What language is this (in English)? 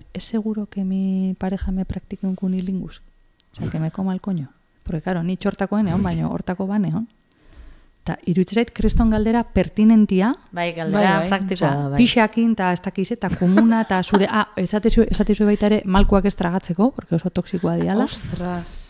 Basque